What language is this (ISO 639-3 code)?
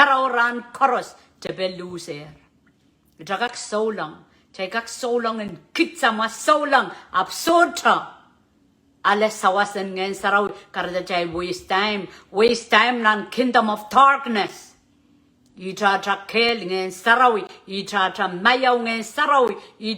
pon